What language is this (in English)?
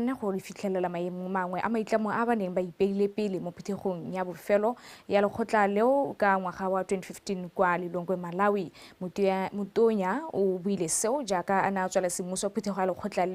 Tswana